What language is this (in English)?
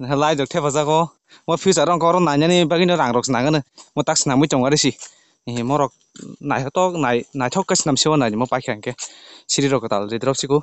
Kok Borok